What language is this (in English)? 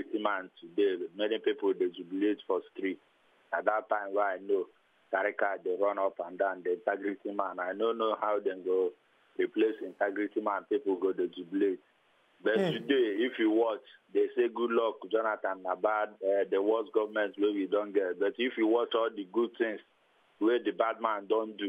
Nigerian Pidgin